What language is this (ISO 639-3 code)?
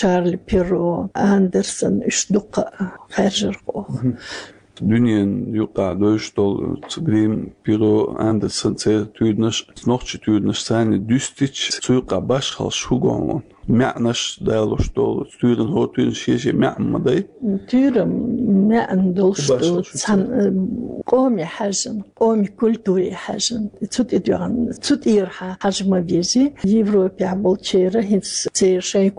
che